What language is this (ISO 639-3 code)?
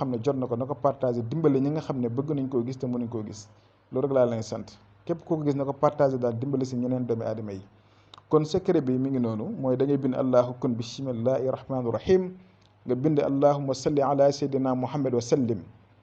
wol